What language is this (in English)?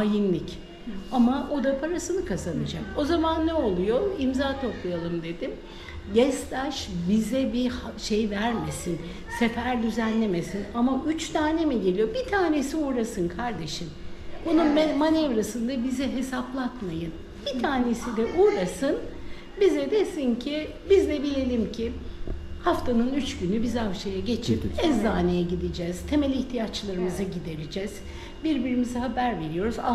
Turkish